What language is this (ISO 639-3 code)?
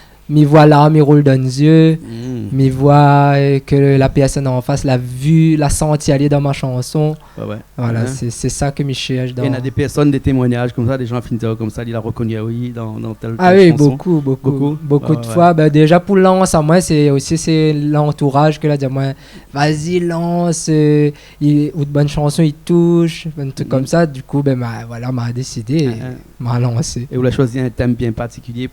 rcf